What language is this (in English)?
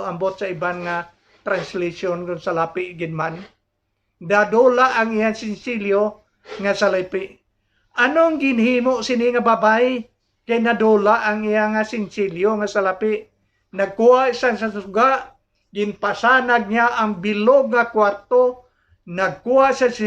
Hiligaynon